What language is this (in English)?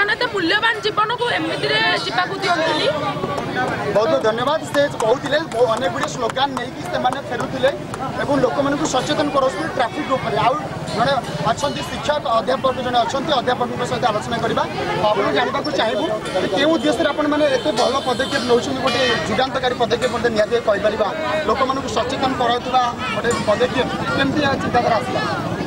Odia